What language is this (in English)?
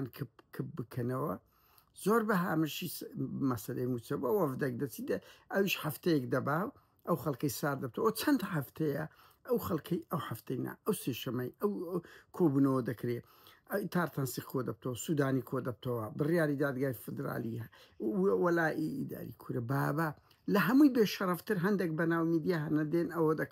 Central Kurdish